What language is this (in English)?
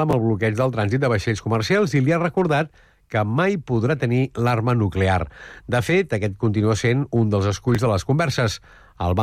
Catalan